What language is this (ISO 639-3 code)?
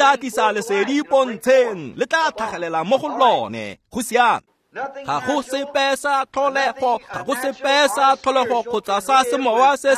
tsn